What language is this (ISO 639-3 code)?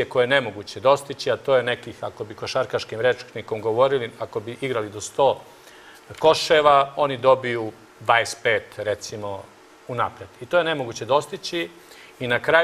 srp